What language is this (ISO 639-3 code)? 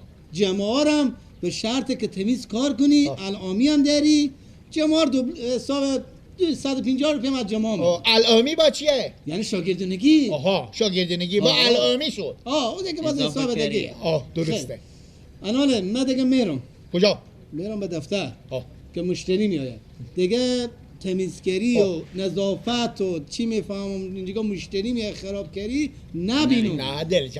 fas